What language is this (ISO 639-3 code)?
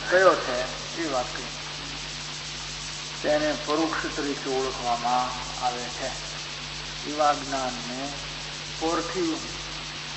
guj